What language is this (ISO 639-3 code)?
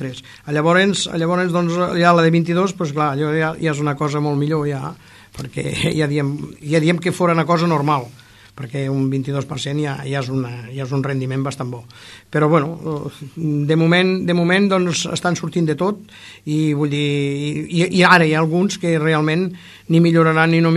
cat